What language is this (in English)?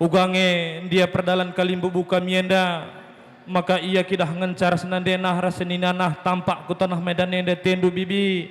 Batak Karo